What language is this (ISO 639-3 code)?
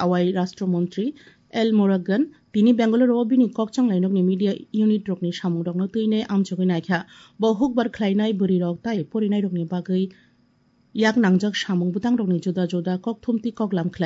trp